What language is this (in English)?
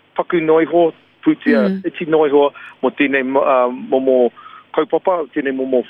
Māori